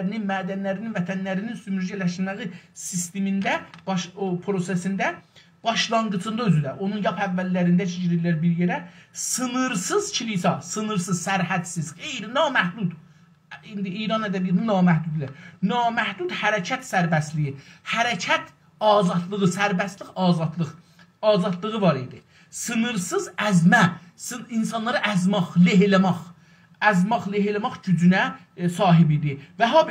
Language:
South Azerbaijani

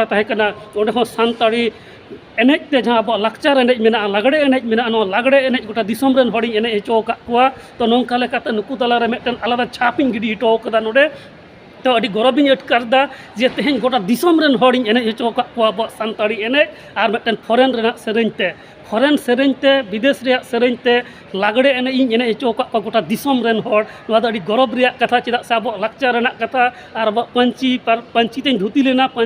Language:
Santali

